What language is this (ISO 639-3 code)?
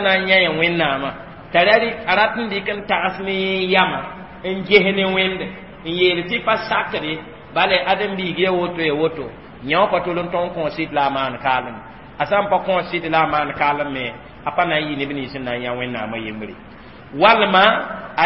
mos